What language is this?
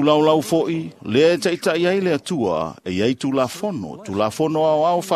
Samoan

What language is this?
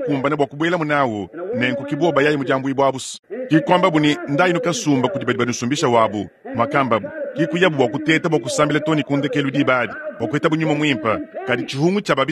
Luba-Lulua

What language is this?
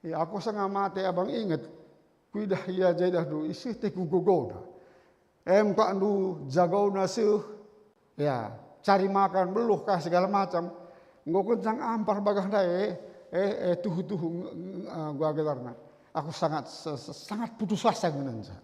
Batak Karo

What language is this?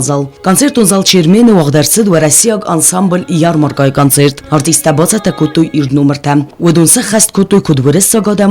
Ossetic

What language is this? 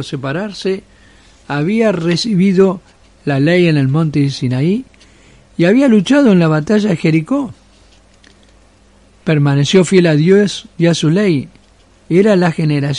Spanish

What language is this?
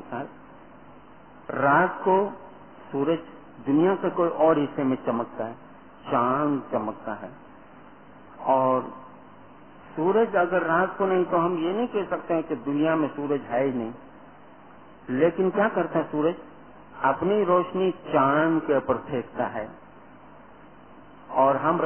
Urdu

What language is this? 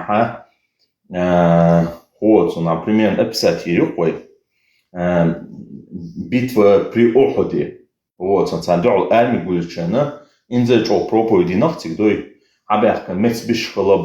Chechen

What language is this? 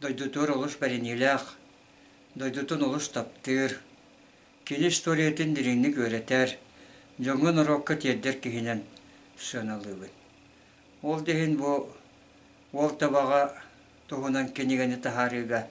Yakut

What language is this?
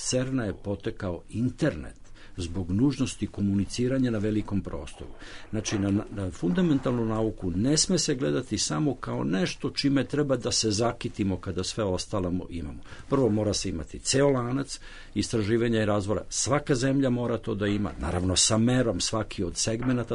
Serbian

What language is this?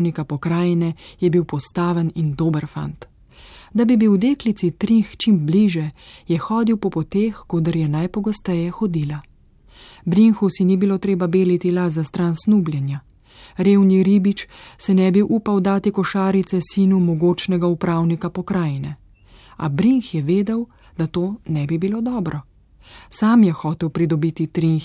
Slovenian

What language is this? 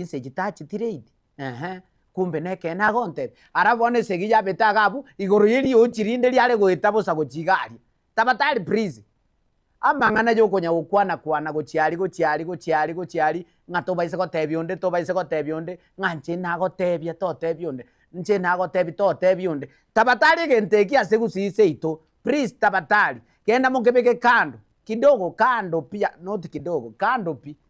Gusii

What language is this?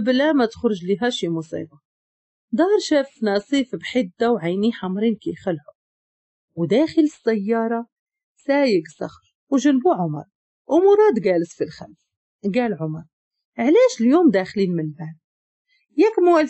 Moroccan Arabic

